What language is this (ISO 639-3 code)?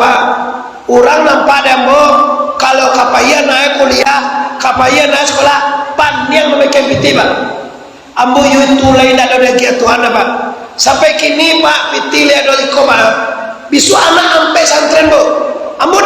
min